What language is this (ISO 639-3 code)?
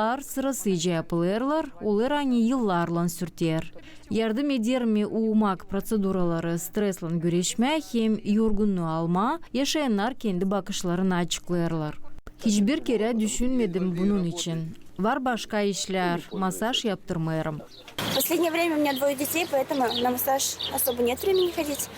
gag